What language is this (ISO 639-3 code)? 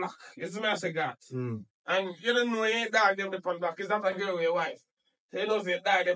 jam